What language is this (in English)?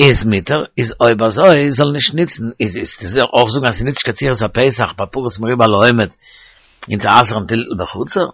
Yiddish